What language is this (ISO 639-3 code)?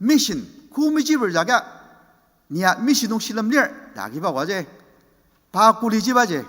njo